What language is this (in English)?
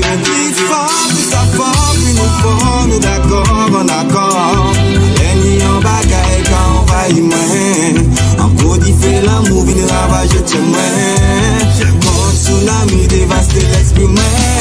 Guadeloupean Creole French